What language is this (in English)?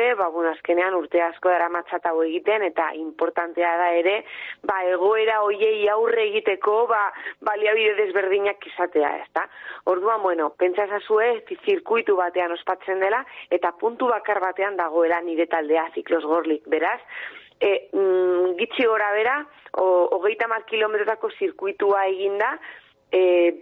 Basque